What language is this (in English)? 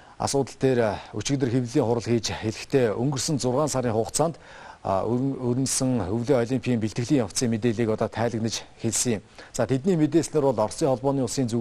Mongolian